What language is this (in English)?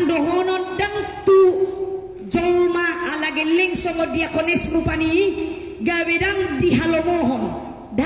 Batak Toba